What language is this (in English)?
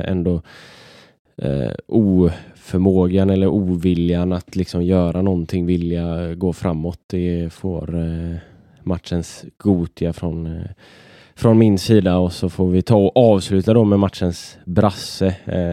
Swedish